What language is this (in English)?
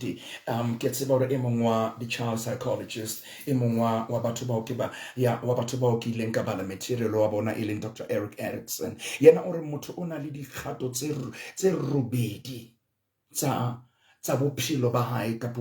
Southern Sotho